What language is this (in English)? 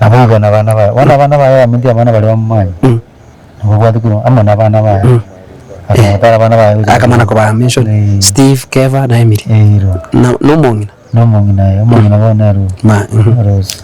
Gusii